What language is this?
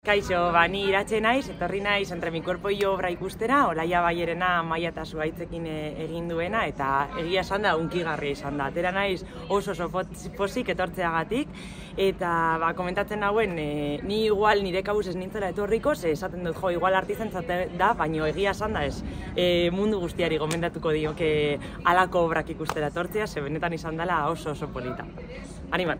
Basque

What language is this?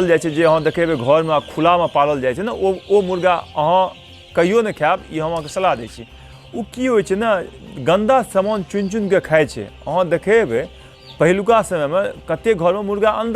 Maithili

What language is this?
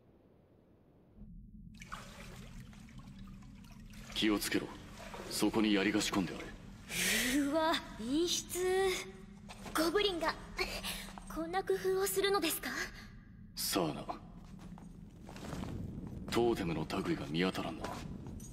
Japanese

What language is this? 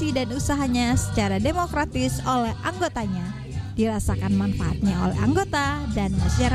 Indonesian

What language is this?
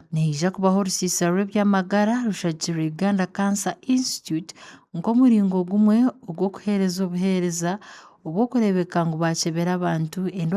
Nyankole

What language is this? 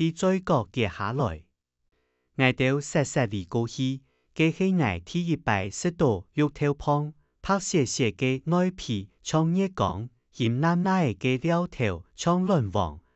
Hakka Chinese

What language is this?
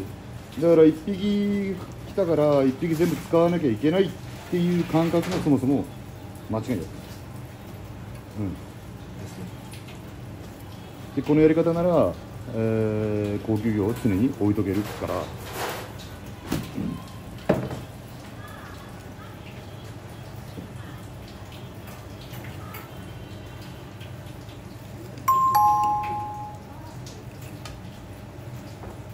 Japanese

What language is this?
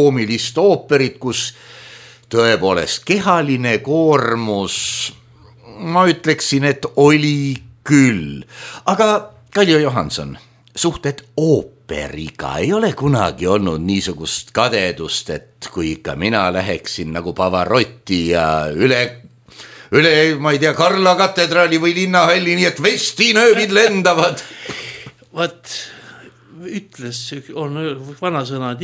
Estonian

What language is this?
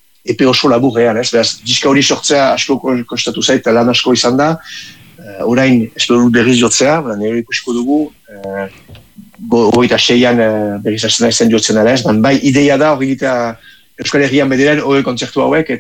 Basque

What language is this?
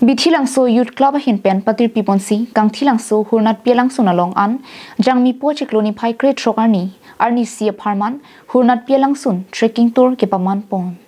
Karbi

